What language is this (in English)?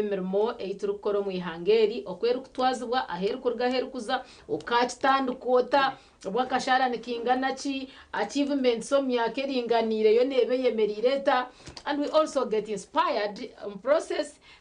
Nyankole